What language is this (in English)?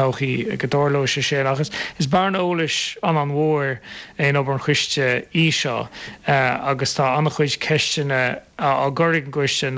Irish